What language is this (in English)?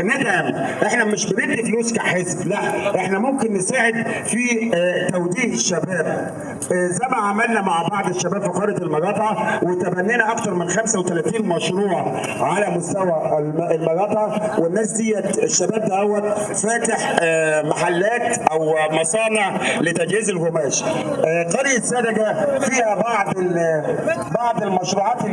Egyptian Arabic